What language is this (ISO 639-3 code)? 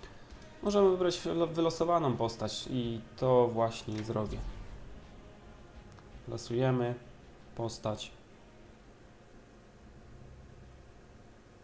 pol